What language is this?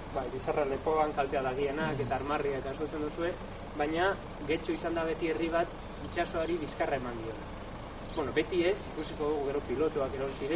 Basque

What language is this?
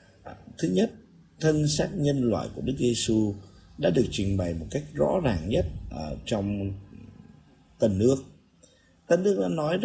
Vietnamese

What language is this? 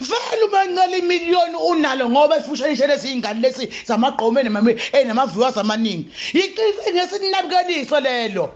Zulu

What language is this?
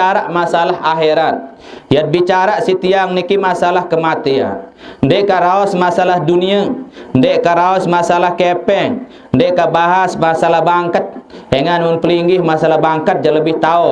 Sasak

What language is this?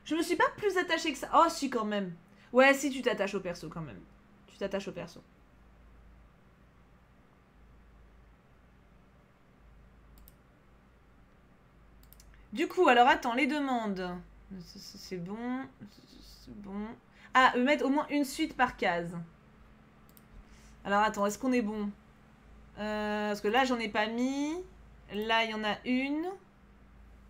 French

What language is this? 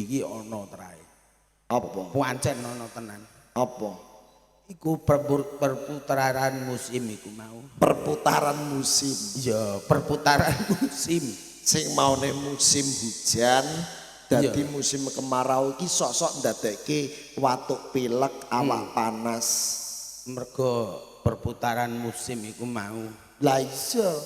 Javanese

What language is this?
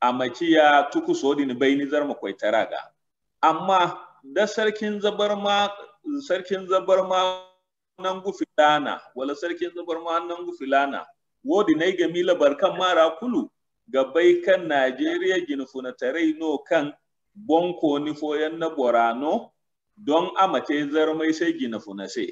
Zarma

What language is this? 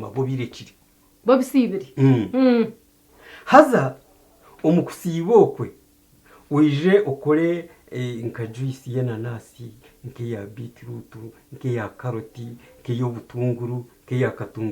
Nyankole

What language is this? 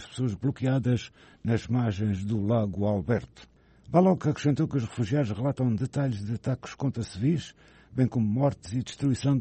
Portuguese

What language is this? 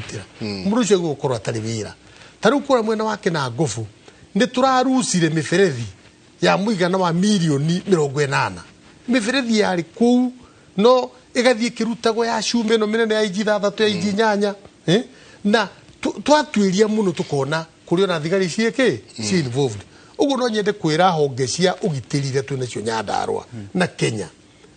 Kikuyu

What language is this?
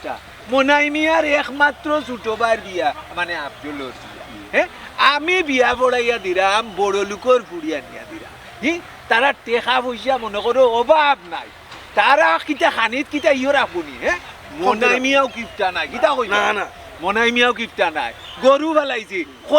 Sylheti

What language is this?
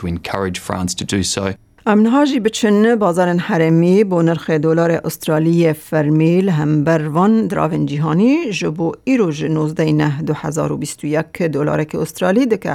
Kurdish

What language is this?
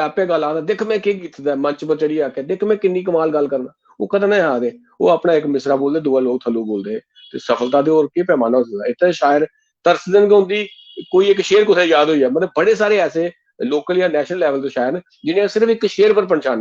Dogri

